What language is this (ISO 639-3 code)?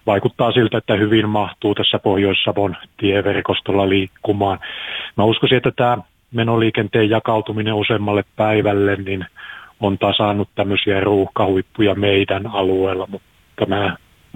fin